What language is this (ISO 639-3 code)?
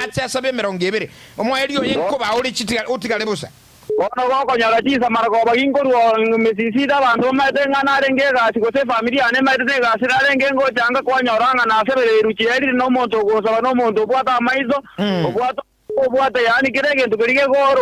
guz